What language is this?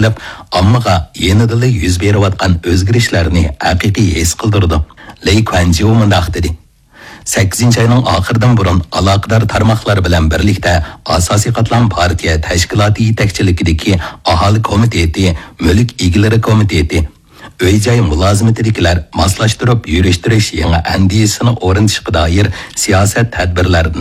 Uyghur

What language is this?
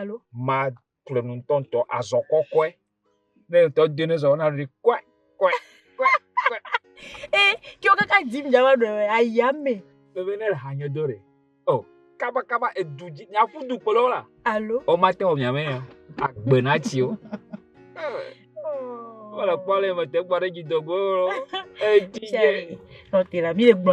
Ewe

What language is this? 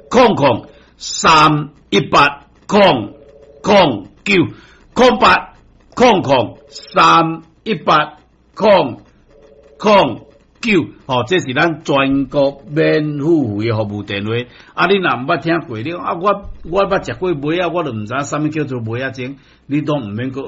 Min Nan Chinese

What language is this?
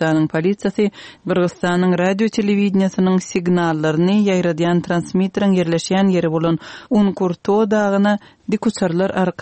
Turkmen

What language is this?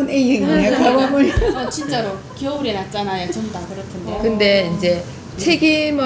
Korean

